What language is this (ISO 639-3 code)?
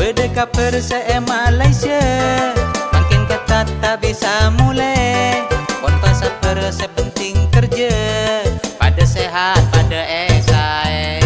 mad